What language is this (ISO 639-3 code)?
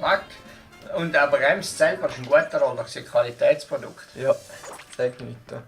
gsw